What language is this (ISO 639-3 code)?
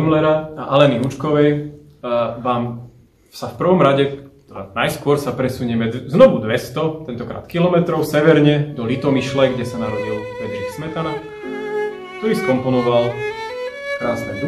slk